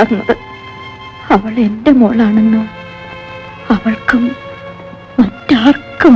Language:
Malayalam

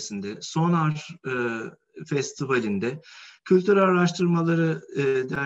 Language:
Turkish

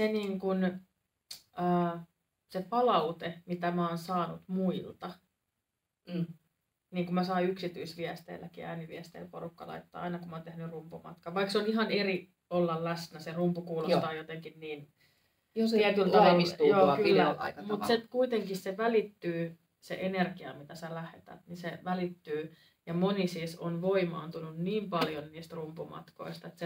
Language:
Finnish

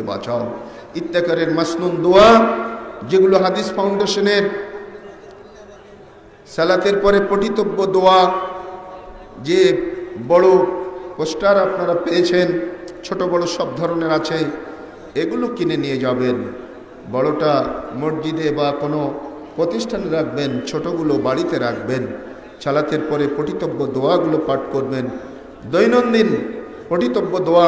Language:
Bangla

